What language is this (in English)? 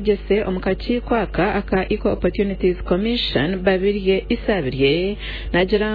Nyankole